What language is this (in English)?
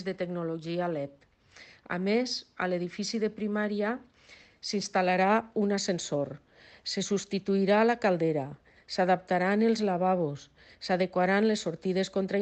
Catalan